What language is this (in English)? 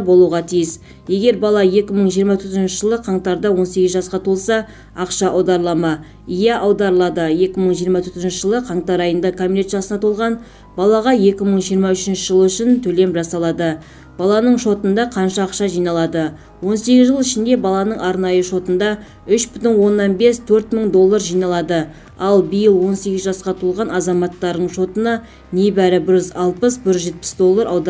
Kazakh